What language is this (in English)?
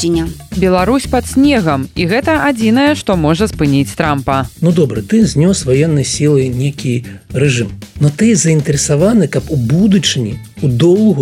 Belarusian